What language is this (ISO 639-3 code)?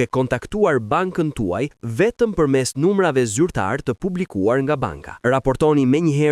sqi